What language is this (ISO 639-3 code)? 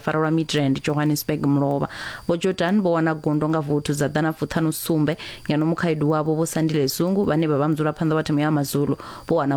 ven